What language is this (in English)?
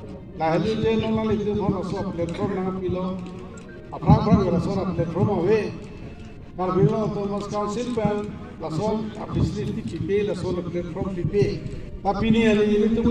Karbi